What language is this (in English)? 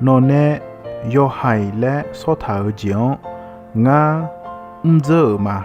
Akha